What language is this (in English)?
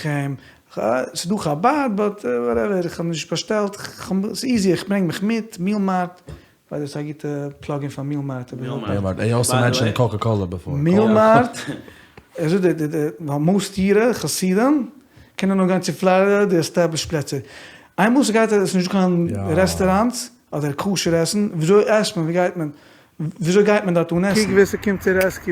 Yiddish